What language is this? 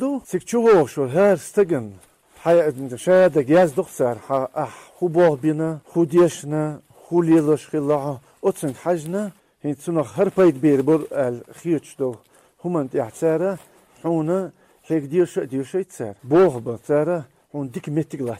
Chechen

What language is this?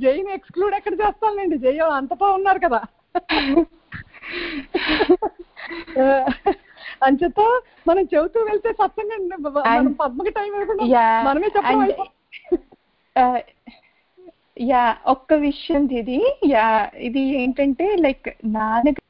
Telugu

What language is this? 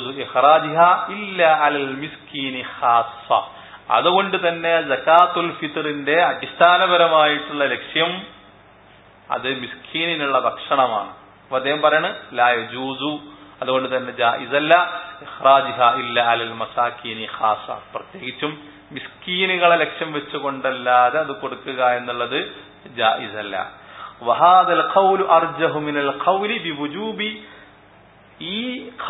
Malayalam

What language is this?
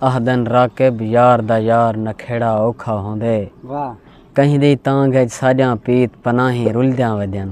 Saraiki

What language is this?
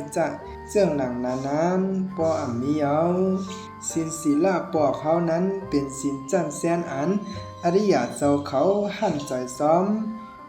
Shan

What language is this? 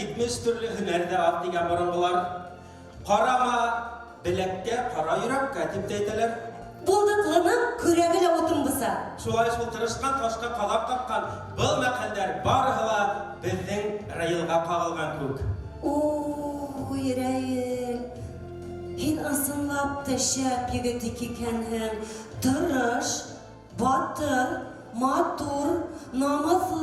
Bashkir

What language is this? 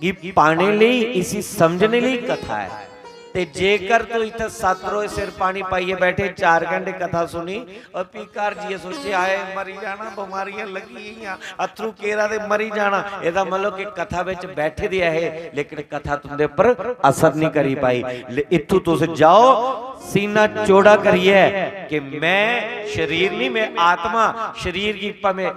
Dogri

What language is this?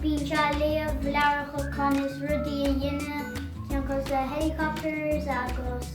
Irish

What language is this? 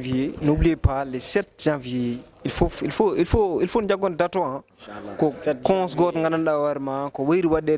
Fula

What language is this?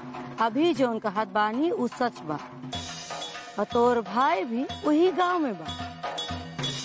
Bhojpuri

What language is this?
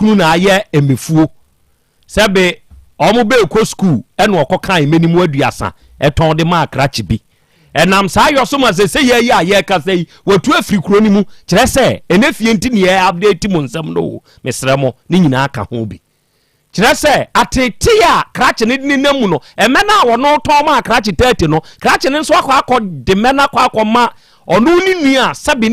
Akan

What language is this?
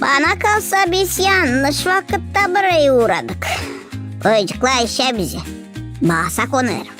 Gagauz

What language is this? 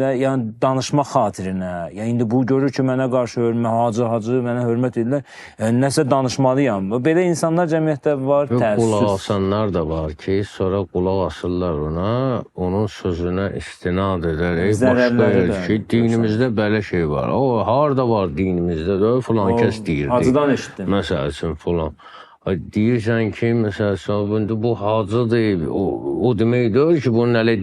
Azerbaijani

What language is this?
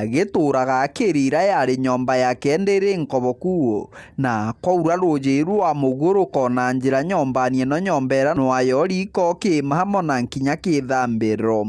Meru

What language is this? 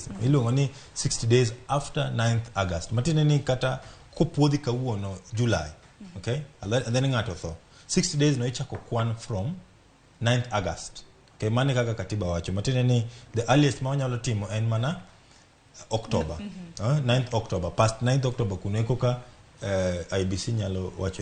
Luo (Kenya and Tanzania)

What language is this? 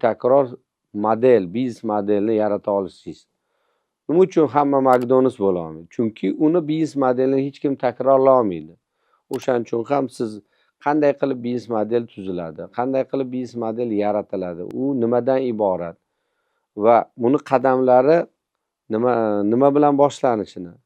Uzbek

